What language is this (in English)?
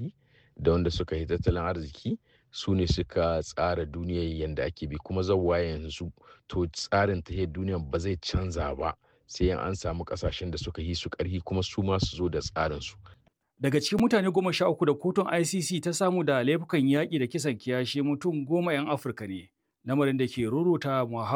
Hausa